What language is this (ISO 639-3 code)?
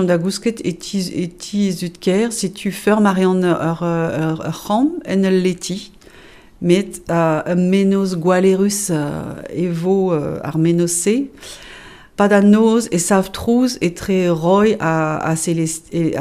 bre